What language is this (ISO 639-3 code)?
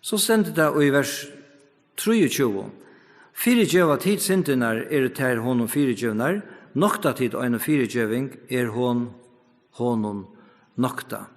fao